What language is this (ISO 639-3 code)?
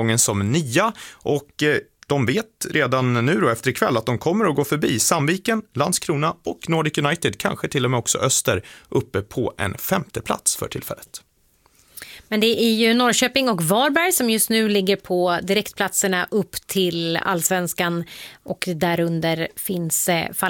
swe